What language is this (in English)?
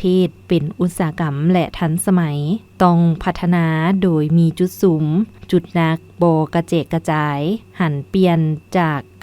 Lao